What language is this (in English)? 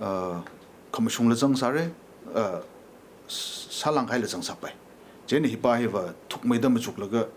Tangkhul Naga (India)